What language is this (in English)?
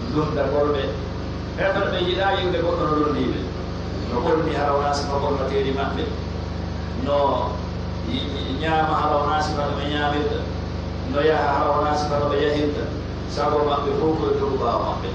Pular